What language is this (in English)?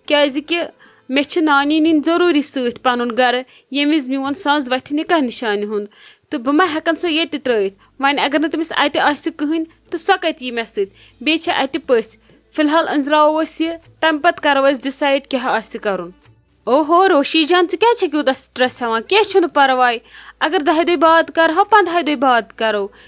Kashmiri